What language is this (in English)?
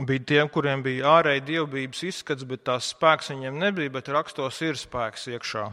Latvian